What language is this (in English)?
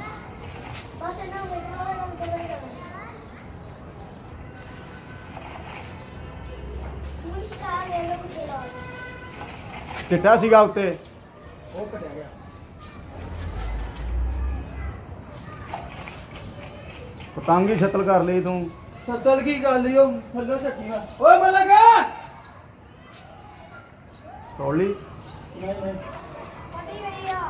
Punjabi